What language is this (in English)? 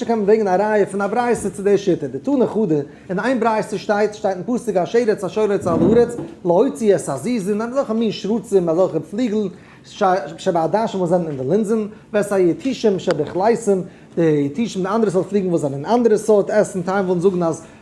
Yiddish